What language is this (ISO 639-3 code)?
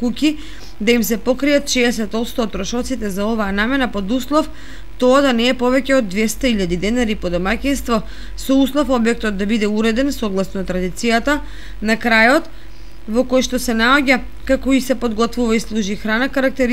mkd